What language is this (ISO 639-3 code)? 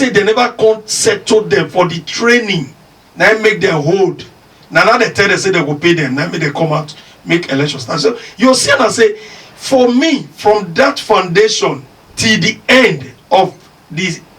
pcm